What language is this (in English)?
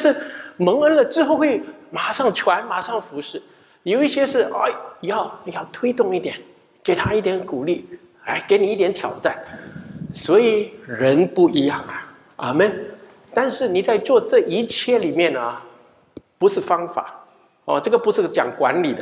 Chinese